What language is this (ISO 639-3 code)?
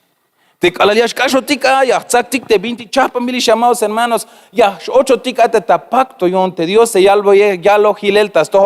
tzh